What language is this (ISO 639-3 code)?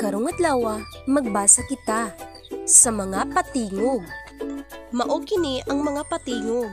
ceb